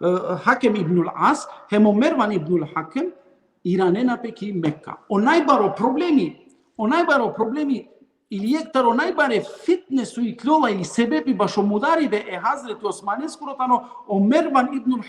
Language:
Balkan Romani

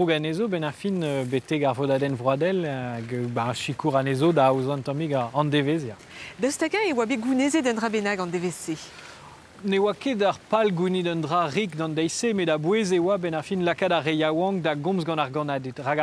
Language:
Breton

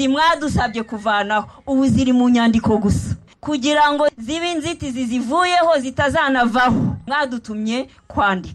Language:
Kinyarwanda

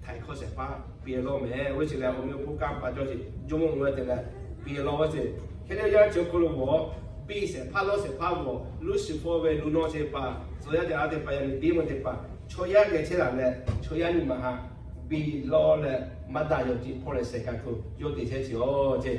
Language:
Lahu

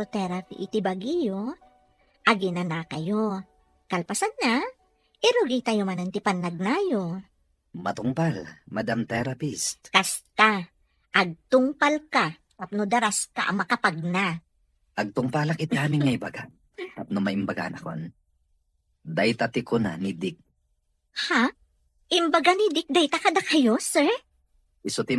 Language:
Iloko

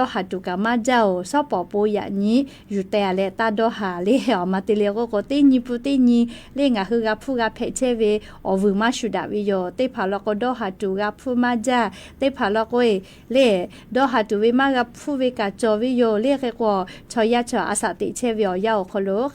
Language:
Lahu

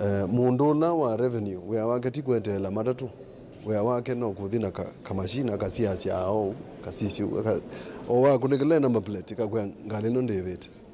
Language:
Kamba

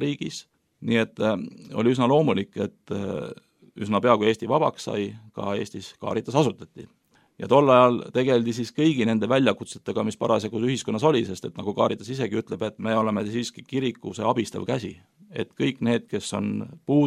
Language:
Estonian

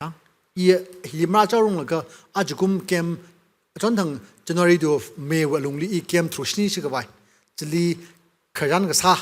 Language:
Tangkhul Naga (India)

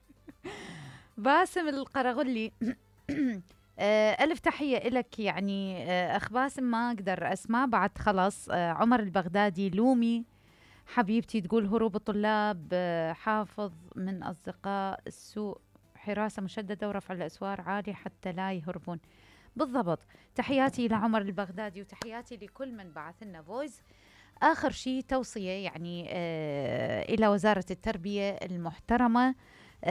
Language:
Mesopotamian Arabic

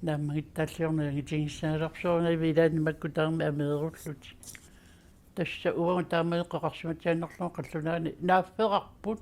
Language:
Kalaallisut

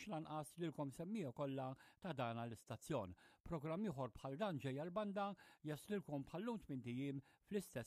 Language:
Maltese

